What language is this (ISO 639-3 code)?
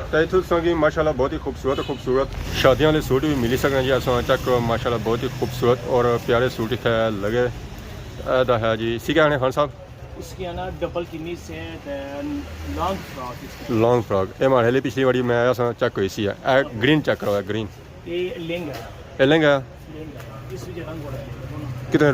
phr